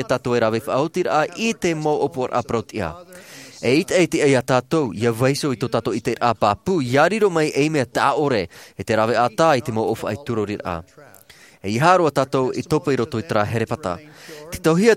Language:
Tahitian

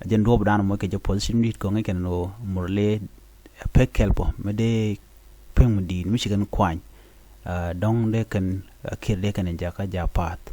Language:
Nuer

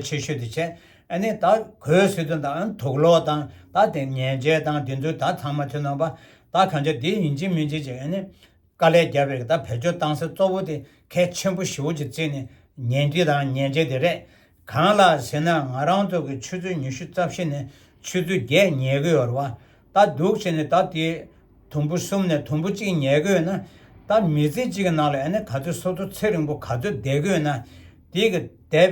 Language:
Tibetan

